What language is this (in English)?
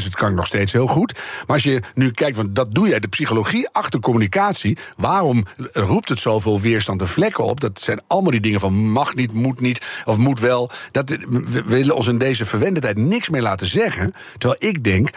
Dutch